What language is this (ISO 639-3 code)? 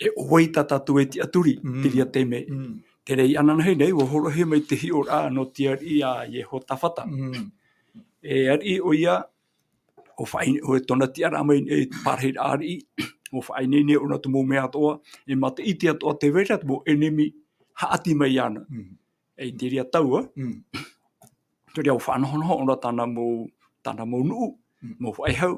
tah